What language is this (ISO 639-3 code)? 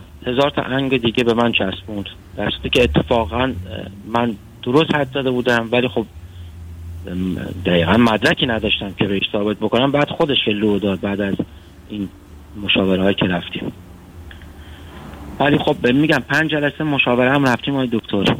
fas